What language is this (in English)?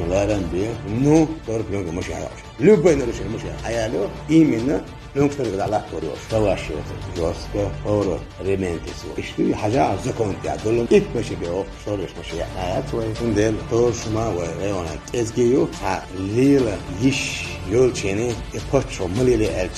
Chechen